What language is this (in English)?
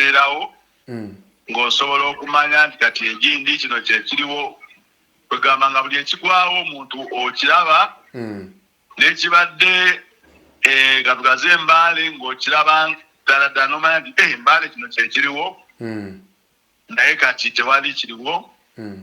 Ganda